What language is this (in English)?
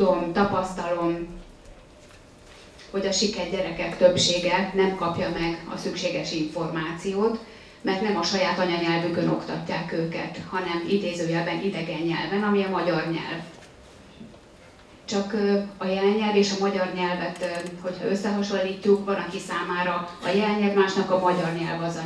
Hungarian